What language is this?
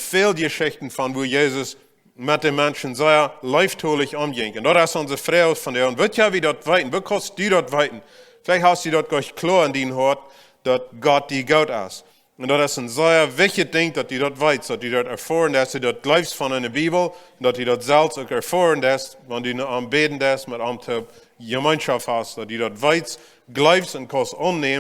Plautdietsch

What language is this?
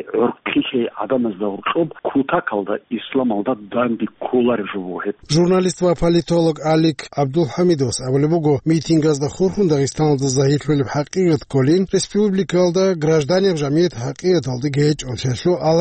Avaric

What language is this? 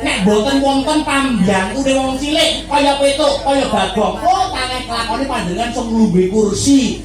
Javanese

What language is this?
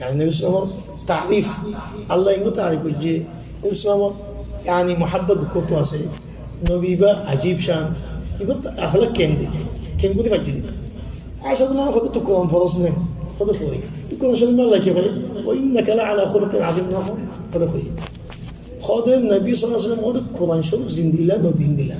Rohingya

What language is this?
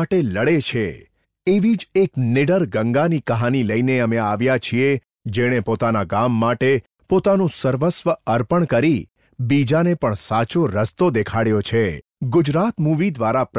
Gujarati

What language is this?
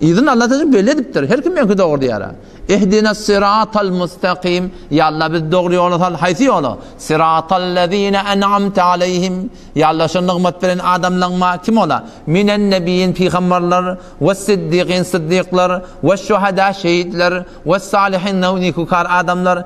Turkmen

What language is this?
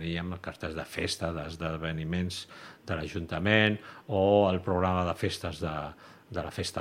Catalan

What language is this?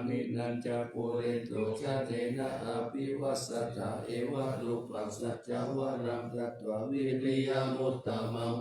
Pali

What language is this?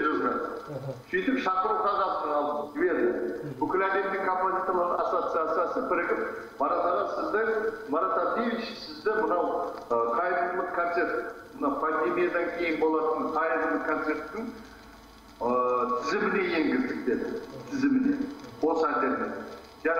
Kazakh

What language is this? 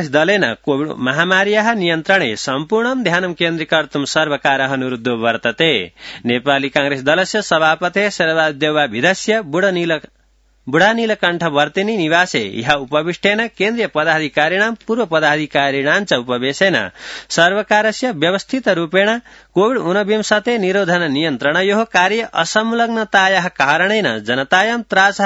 Sanskrit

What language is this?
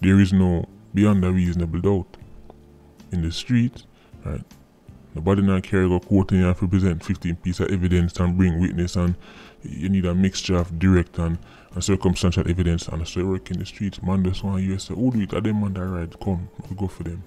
Jamaican Creole English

